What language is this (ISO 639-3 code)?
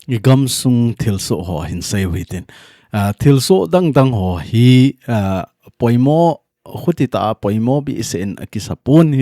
tcz